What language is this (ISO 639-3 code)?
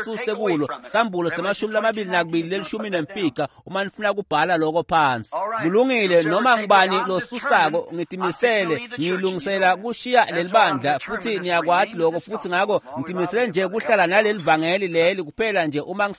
ssw